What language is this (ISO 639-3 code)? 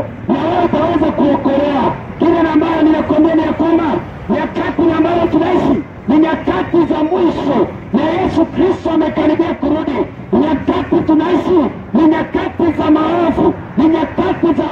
swa